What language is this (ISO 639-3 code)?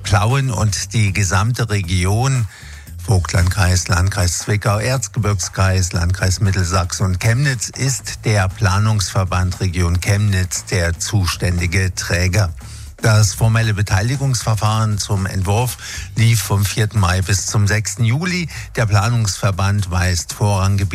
deu